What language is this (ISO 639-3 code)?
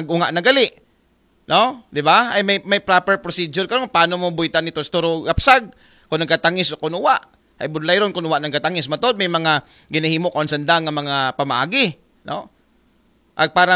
akl